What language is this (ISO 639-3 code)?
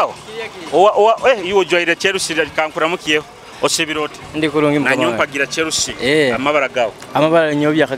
nyo